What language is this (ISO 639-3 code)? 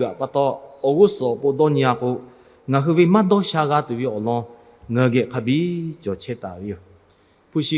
lhu